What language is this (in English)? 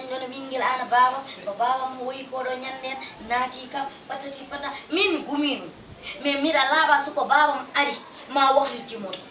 Fula